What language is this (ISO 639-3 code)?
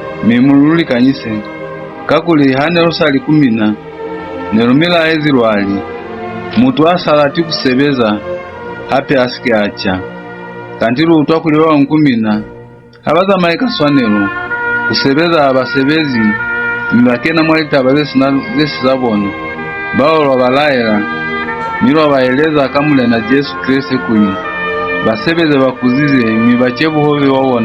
loz